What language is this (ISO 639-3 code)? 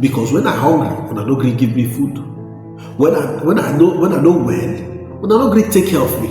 pcm